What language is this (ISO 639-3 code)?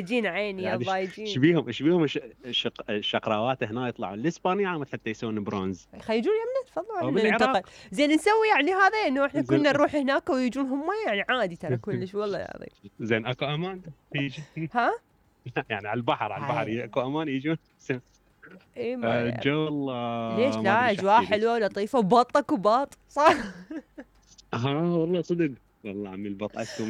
acm